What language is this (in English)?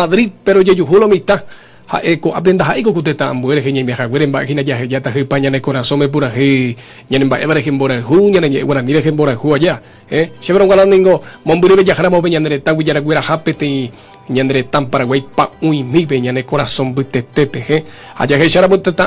Guarani